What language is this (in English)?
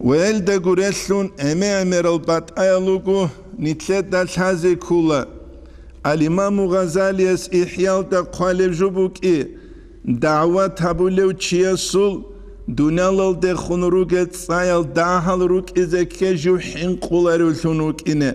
Avaric